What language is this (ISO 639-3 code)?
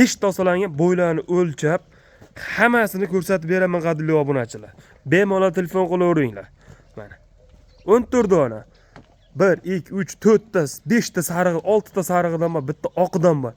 uzb